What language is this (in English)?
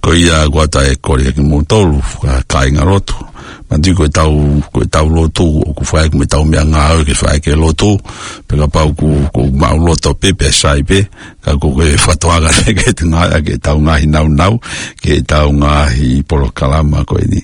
Tongan